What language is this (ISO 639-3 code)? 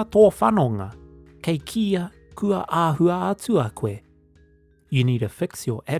mri